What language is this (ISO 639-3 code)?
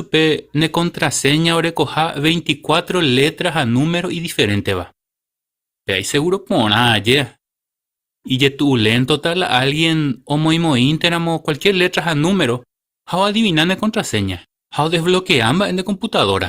grn